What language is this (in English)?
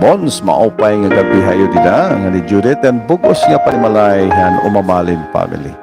Waray